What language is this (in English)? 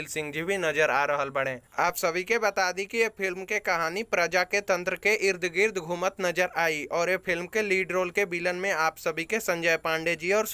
Bhojpuri